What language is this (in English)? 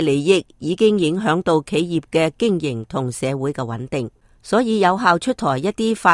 Cantonese